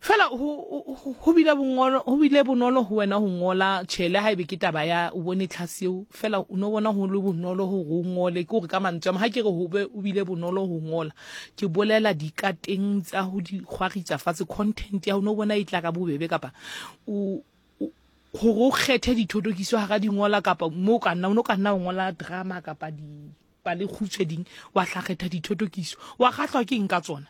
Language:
Southern Sotho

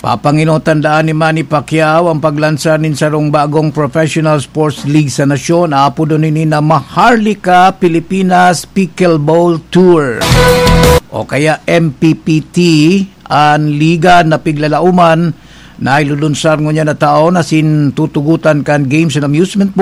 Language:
Bikol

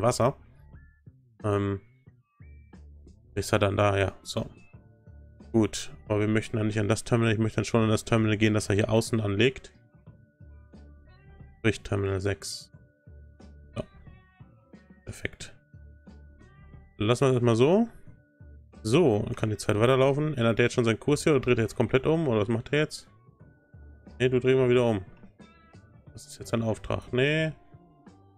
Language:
German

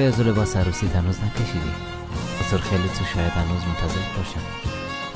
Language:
Persian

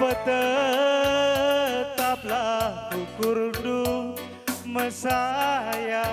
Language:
Batak Karo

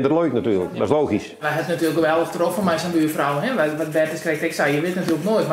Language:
Western Frisian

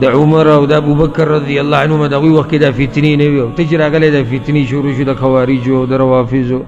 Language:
Pashto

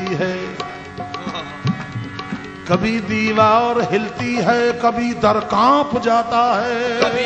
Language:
Urdu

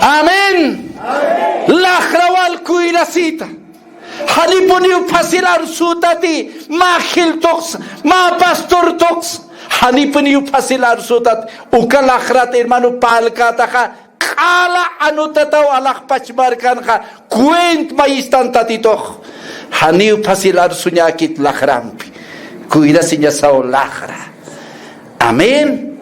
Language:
Aymara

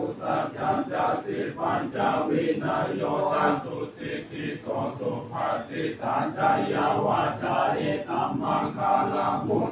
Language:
Pali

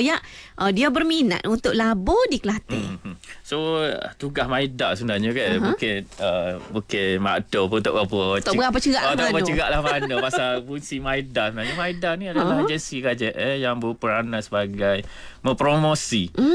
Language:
Malay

